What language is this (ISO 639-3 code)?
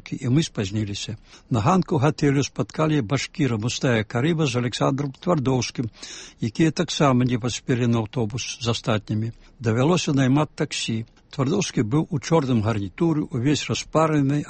bel